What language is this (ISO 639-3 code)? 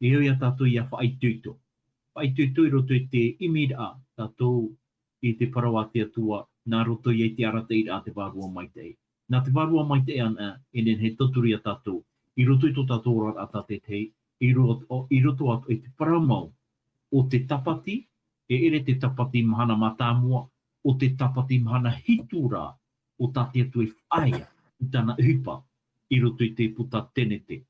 tah